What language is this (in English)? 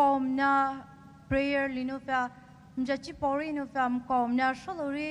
Poumei Naga